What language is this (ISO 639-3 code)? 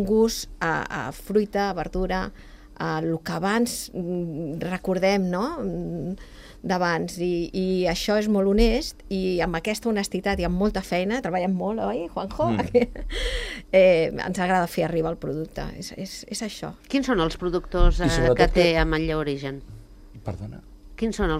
cat